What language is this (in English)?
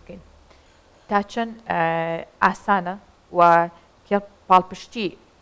Central Kurdish